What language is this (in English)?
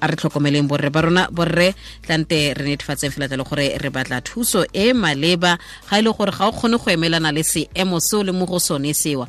Tswana